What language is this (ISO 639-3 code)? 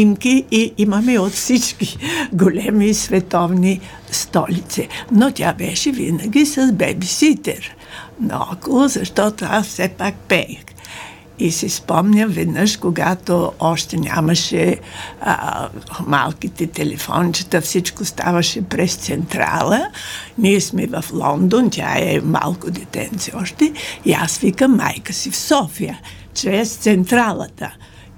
bul